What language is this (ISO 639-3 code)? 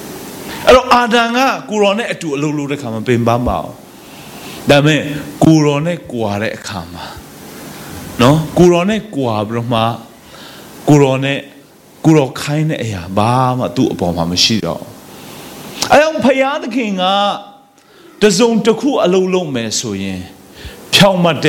mya